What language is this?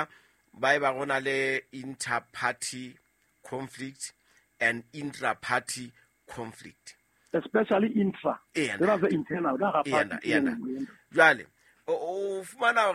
Southern Sotho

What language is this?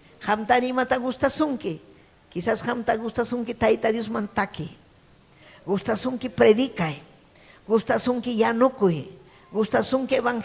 Ayacucho Quechua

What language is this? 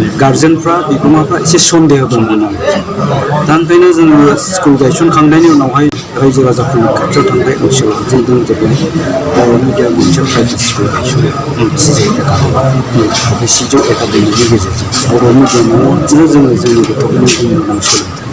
Bodo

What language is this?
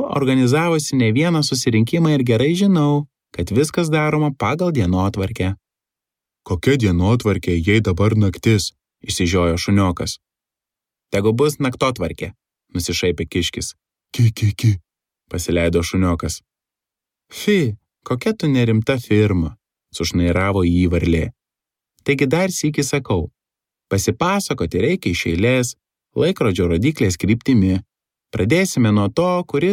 Lithuanian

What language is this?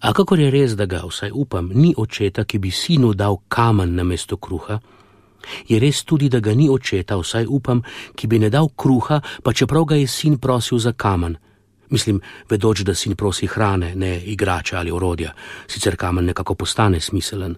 Slovenian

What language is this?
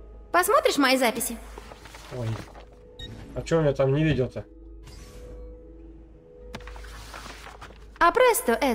Russian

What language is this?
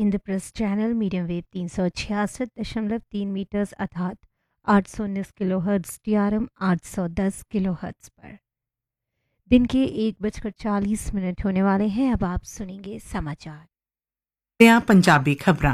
Hindi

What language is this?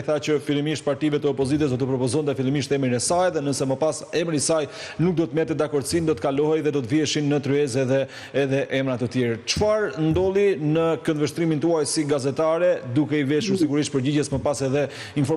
Albanian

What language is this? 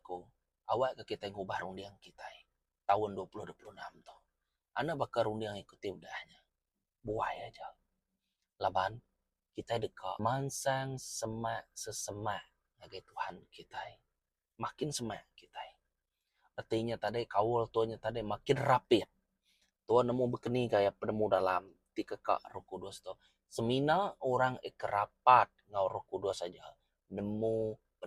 Iban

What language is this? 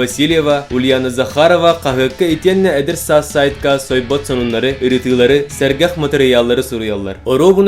Yakut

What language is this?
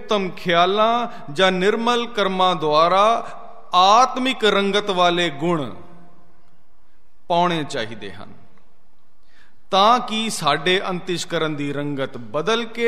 Punjabi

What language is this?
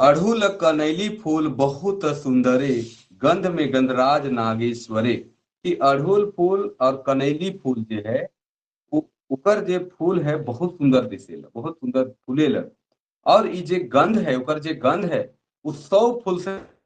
Sadri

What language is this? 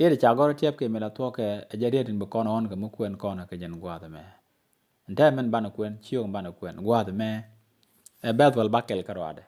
Nuer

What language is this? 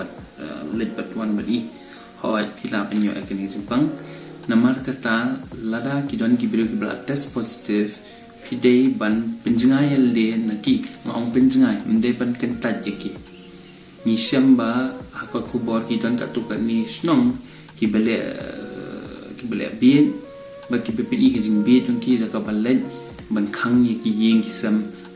Khasi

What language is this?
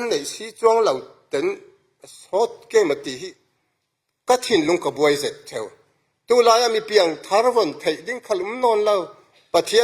Falam Chin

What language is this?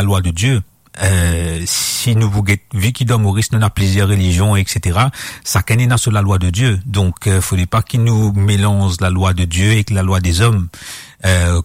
Morisyen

